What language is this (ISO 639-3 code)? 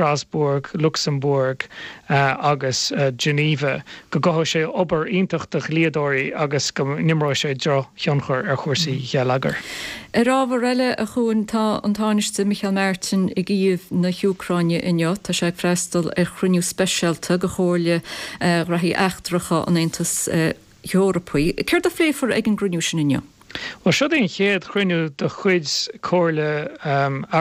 gle